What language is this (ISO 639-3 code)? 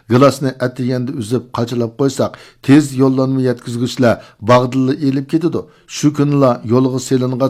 uig